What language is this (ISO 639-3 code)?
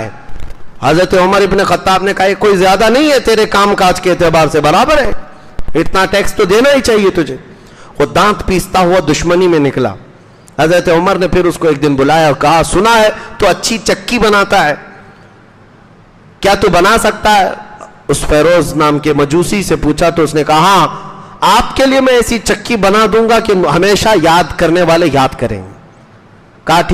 urd